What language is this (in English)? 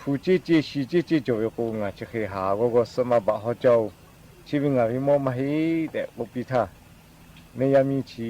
Lahu